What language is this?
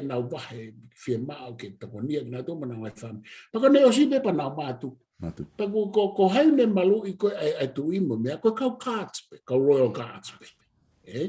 Tongan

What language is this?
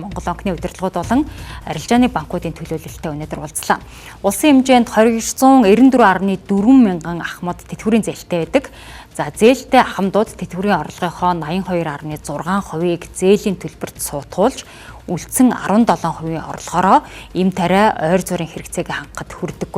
Mongolian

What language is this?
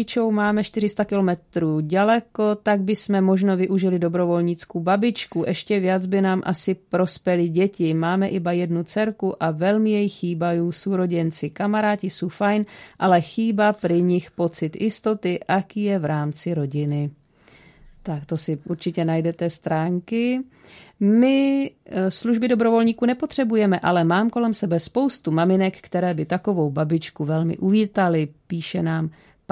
Czech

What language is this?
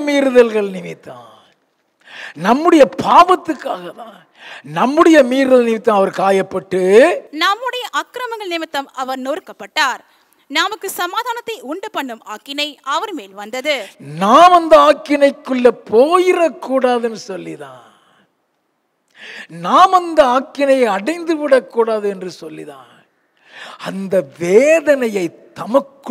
Tamil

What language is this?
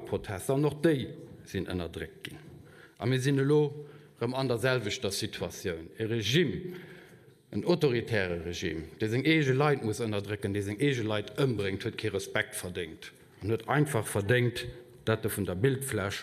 Luxembourgish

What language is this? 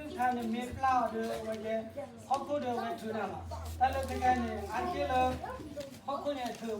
S'gaw Karen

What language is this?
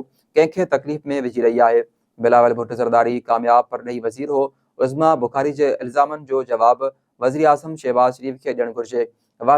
Sindhi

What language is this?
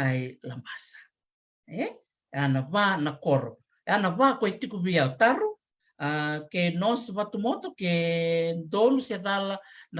Fijian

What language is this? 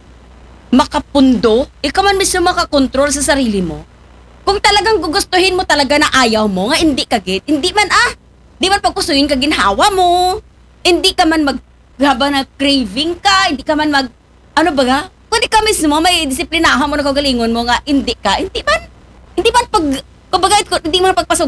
Aklanon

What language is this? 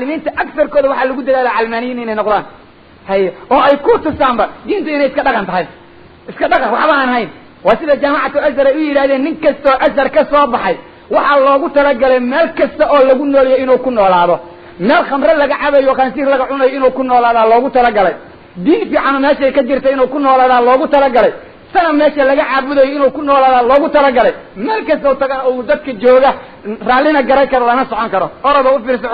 Somali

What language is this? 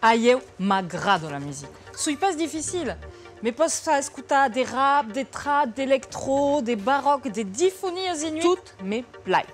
Occitan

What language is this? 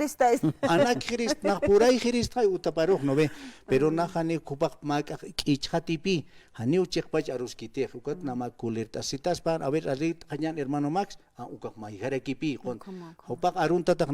Aymara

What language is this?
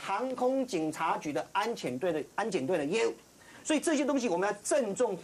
Chinese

